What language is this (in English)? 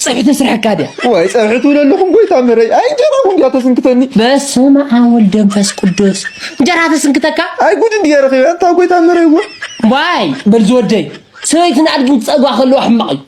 Tigrinya